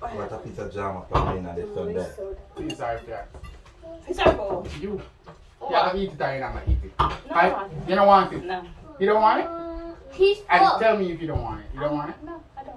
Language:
Jamaican Creole English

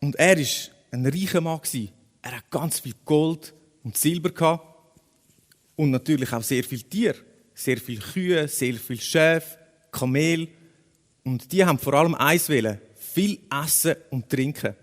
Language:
Swiss German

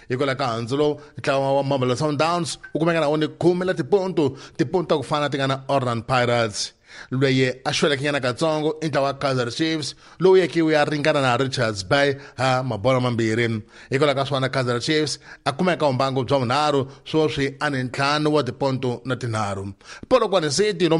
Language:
Tsonga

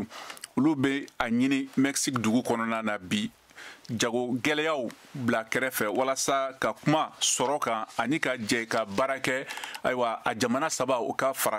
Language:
Bambara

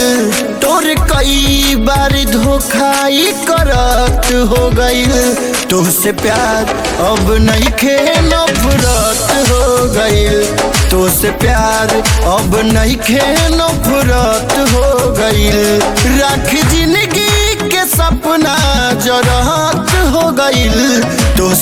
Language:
Bhojpuri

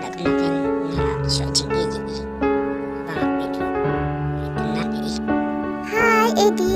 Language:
Khasi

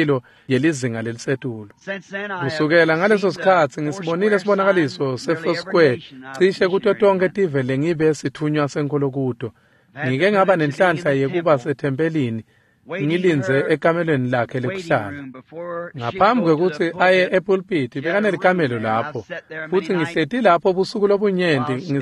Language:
Swati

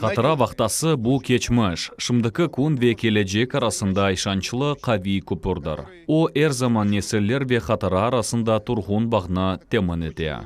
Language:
Crimean Tatar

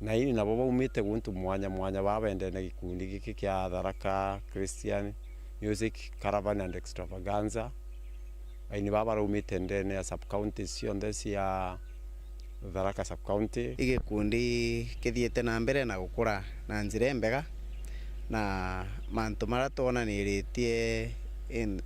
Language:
Meru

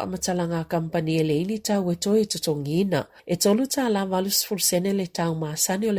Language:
Samoan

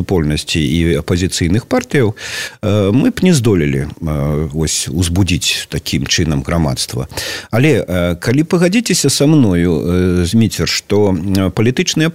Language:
Belarusian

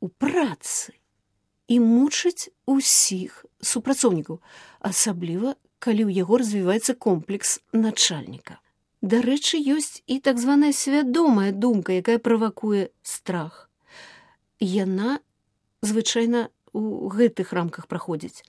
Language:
Belarusian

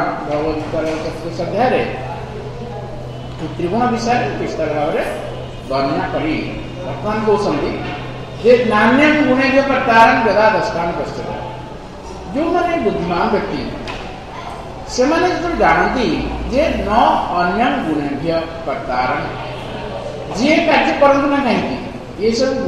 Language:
Odia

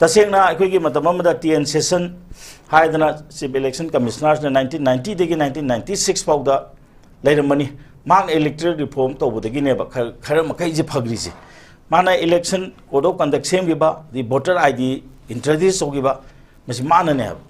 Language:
Manipuri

